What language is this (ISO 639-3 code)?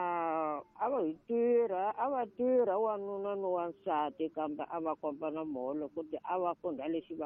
tso